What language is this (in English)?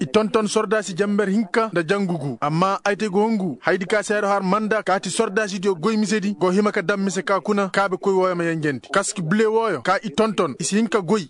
Koyraboro Senni